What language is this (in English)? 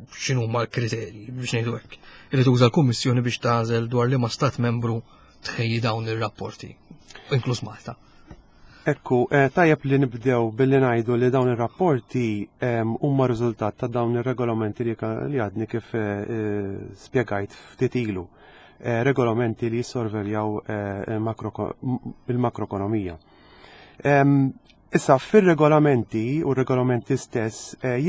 Maltese